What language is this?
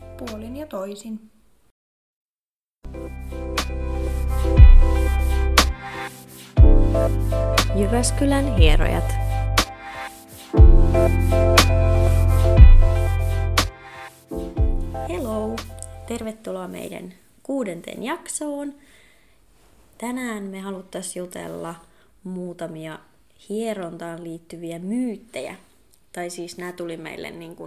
Finnish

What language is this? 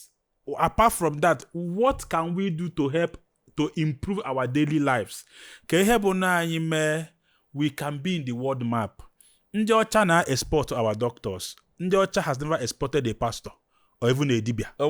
Igbo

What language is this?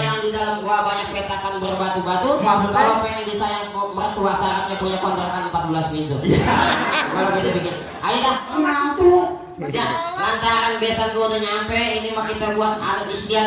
Betawi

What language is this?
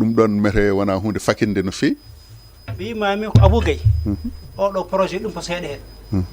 Fula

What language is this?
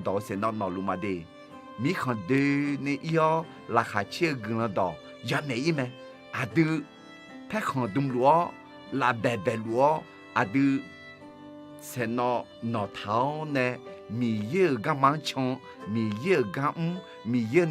Akha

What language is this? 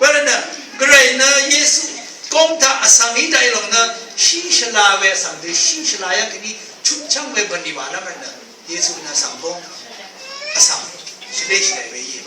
Rawang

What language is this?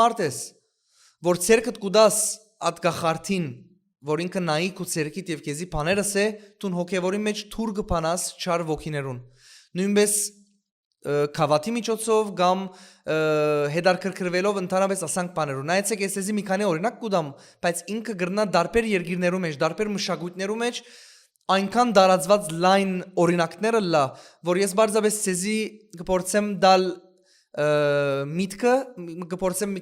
Western Armenian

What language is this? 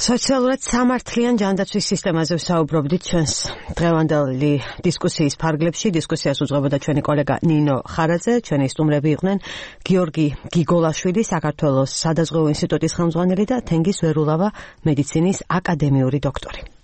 Georgian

